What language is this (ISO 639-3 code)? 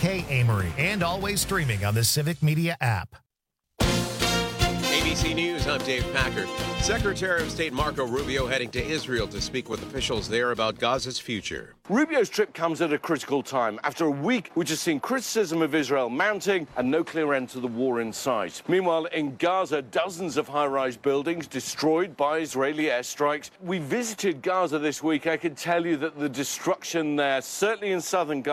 eng